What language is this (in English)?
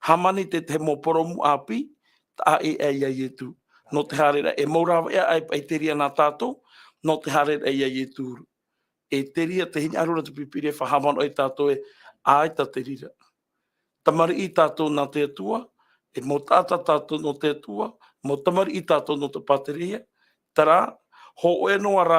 Tahitian